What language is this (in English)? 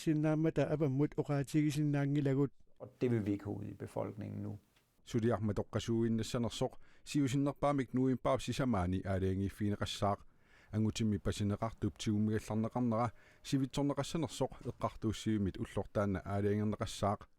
Kalaallisut